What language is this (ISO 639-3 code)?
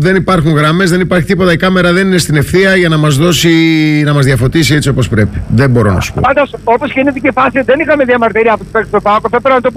ell